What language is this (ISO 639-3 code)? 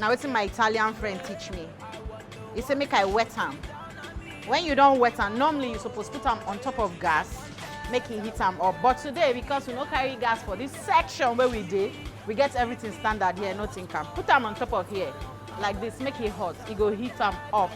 pcm